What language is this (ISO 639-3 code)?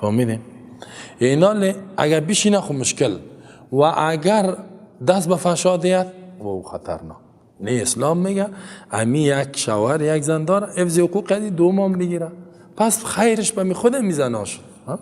fas